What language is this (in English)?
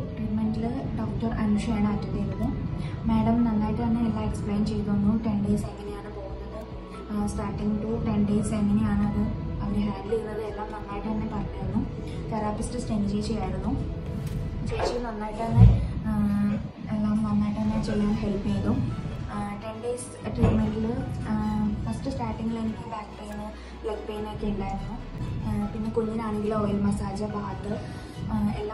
Malayalam